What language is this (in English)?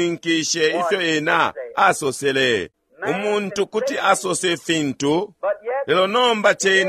Bemba